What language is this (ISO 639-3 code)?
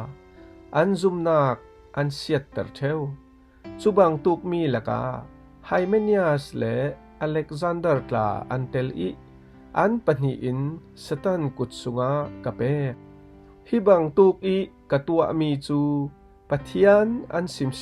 cfm